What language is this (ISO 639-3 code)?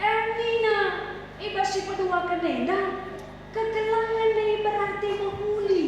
btx